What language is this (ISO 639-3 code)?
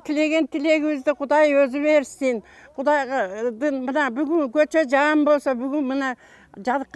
kir